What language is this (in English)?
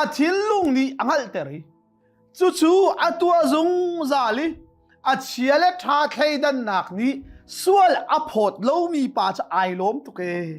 Hakha Chin